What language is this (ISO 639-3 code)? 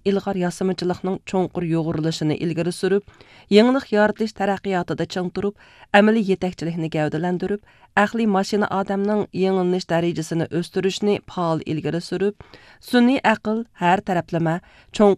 uig